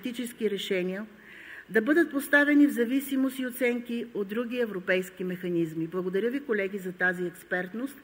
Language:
Bulgarian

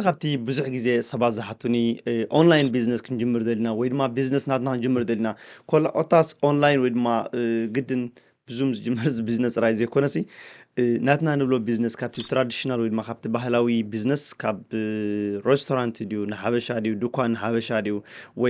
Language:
Tigrinya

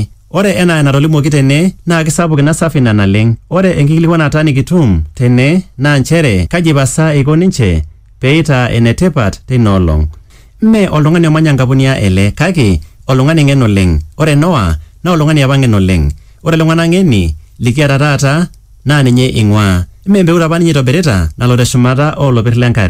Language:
Masai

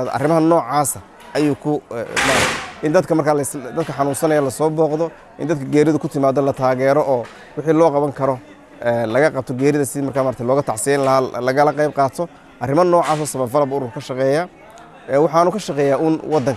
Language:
Somali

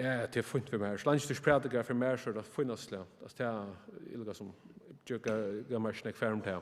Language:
Faroese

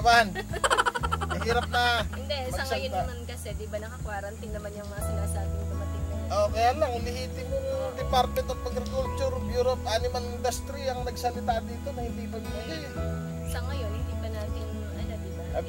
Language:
Filipino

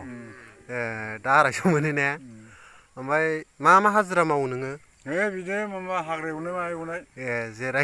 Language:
Bodo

